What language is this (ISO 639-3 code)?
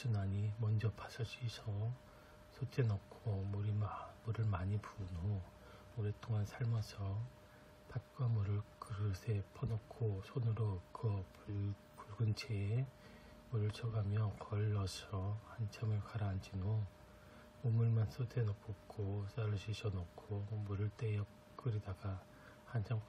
kor